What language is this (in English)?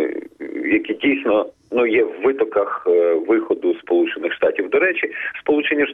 Ukrainian